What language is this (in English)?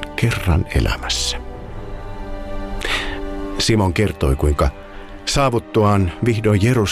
Finnish